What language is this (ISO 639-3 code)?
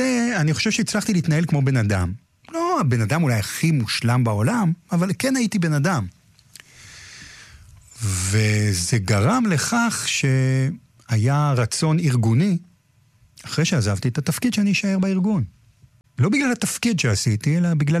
heb